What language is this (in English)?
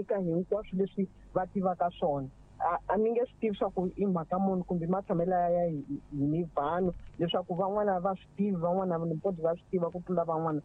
Tsonga